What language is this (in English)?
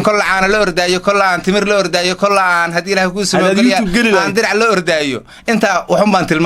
Somali